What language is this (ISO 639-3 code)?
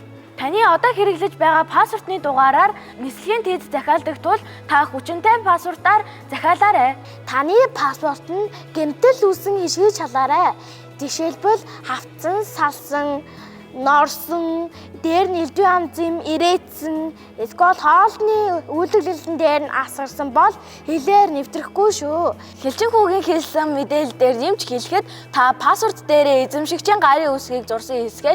mon